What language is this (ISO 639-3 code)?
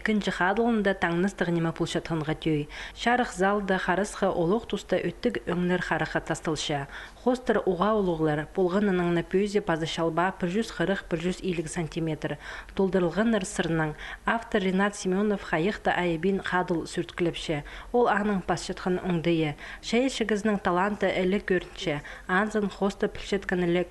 kjh